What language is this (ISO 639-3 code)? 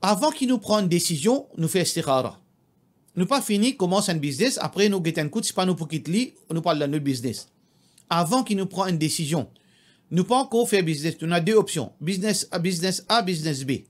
mfe